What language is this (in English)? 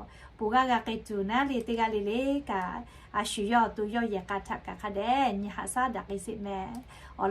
Lahu